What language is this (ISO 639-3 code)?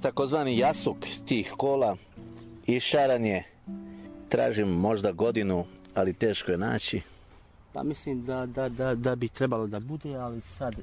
srp